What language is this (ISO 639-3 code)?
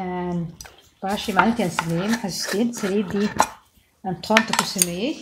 som